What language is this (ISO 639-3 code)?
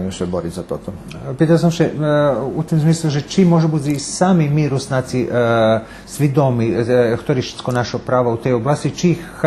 rue